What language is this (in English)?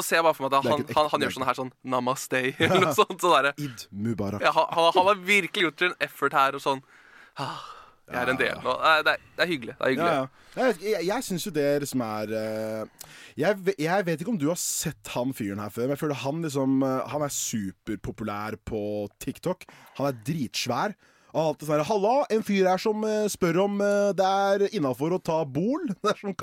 Norwegian